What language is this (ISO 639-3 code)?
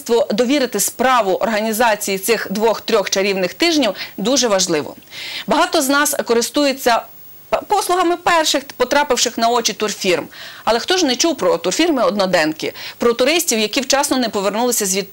ukr